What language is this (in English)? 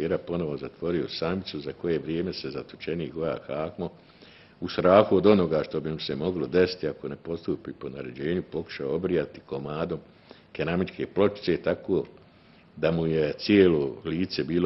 Bosnian